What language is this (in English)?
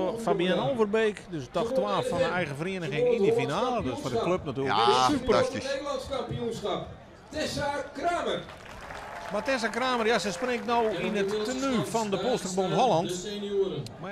Western Frisian